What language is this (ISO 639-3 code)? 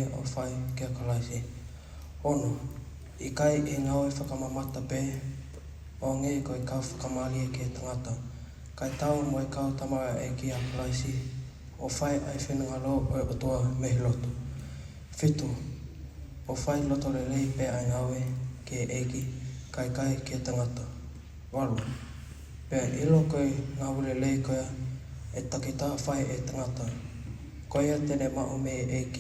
ton